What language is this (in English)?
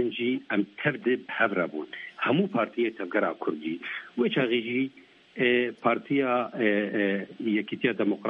Kurdish